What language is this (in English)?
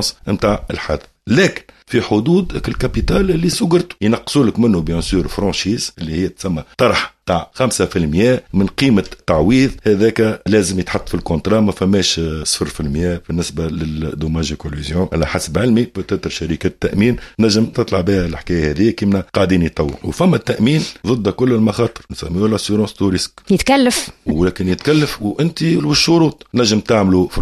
Tunisian Arabic